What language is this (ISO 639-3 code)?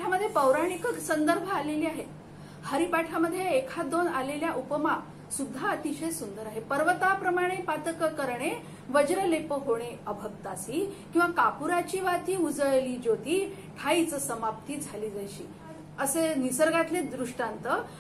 mar